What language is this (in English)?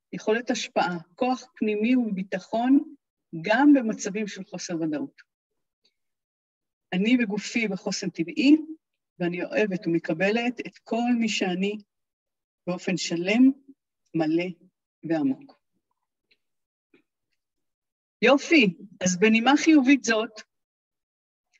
Hebrew